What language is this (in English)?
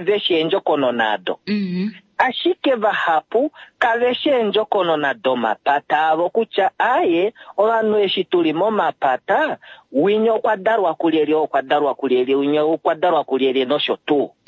Kuanyama